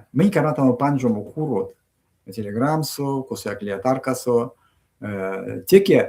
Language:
Erzya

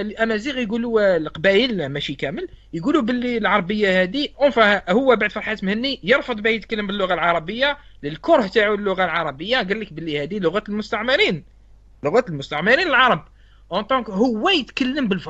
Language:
Algerian Arabic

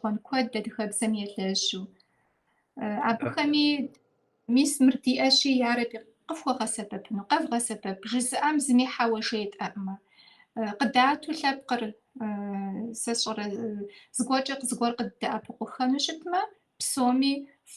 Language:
Kabardian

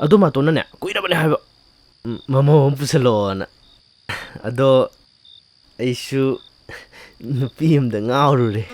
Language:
Manipuri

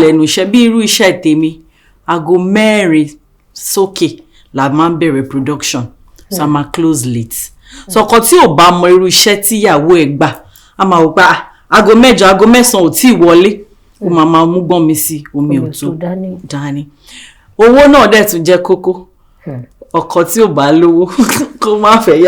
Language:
Yoruba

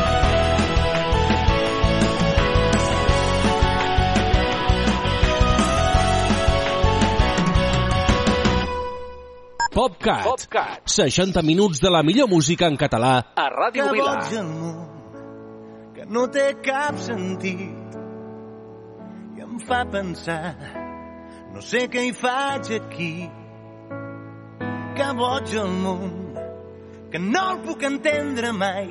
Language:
Catalan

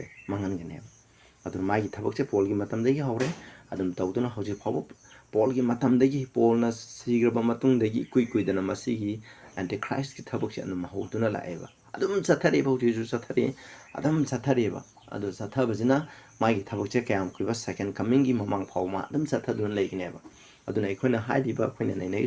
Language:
Manipuri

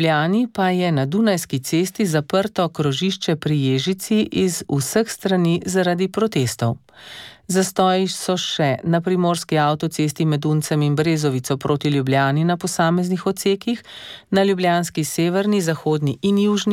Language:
Slovenian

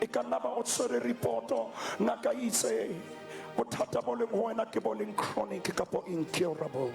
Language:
Southern Sotho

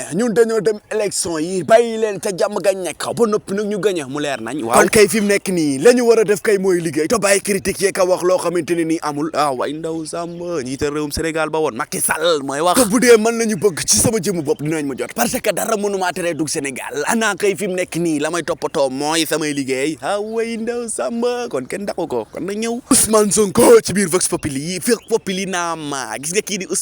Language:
Wolof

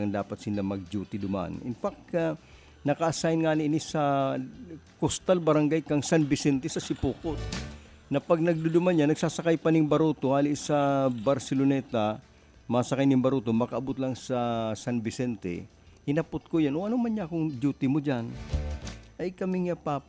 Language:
Bikol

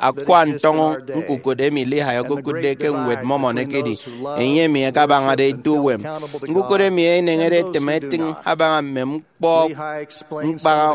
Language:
Efik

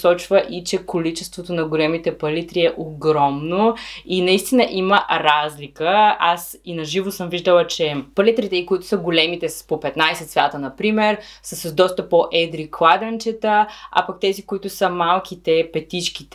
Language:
Bulgarian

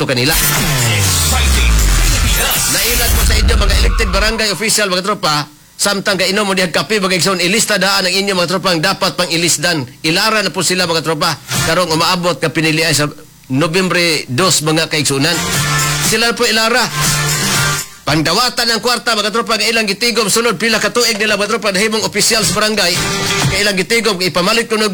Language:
Cebuano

